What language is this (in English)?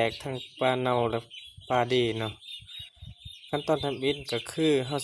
Lao